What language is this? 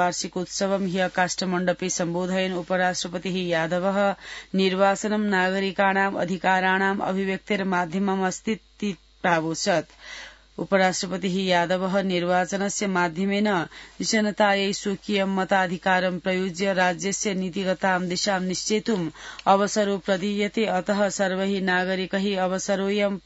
Sanskrit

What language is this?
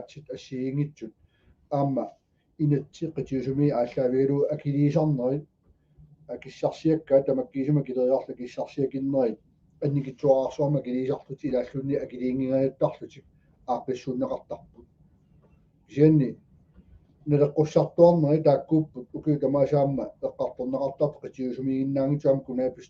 Kalaallisut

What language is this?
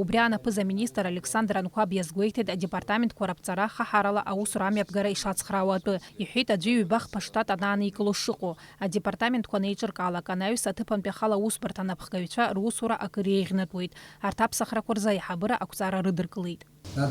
Abkhazian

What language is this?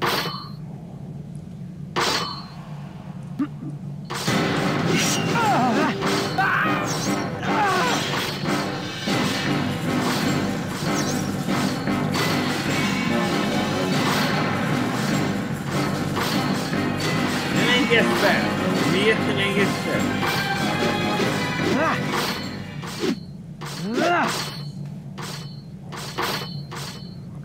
Hungarian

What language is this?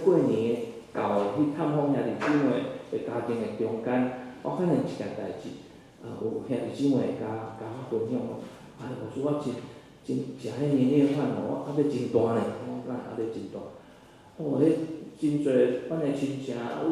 Min Nan Chinese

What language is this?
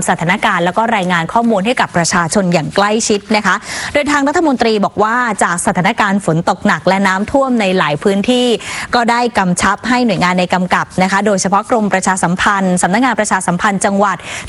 Thai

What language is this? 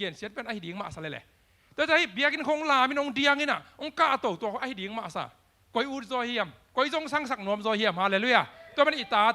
Tedim Chin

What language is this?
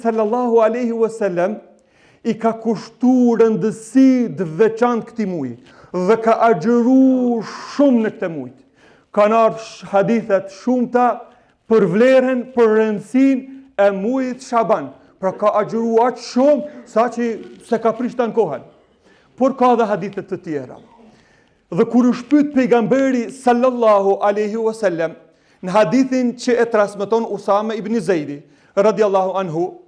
Albanian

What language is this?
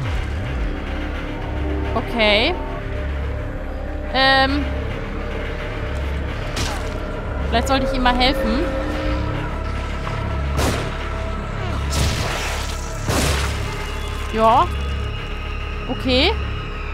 German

